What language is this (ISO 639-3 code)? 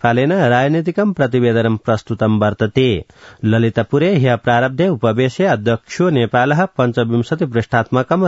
san